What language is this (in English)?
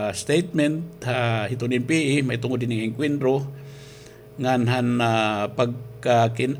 Waray